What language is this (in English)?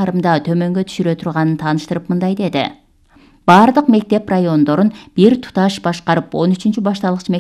Kyrgyz